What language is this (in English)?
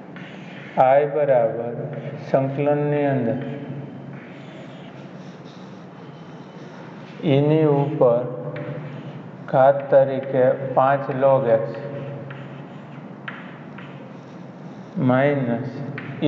Gujarati